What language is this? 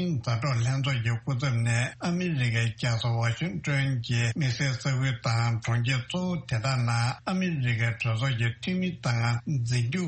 Tibetan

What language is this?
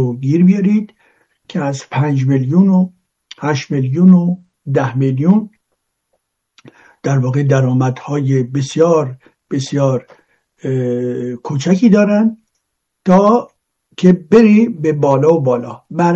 Persian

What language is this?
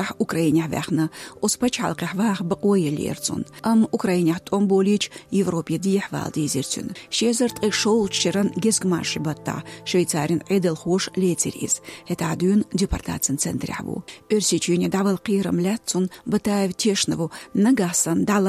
Chechen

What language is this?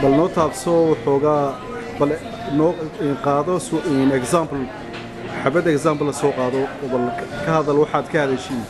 Somali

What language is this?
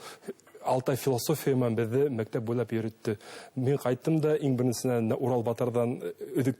Bashkir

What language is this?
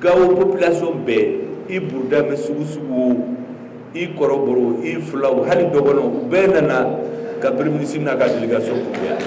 Bambara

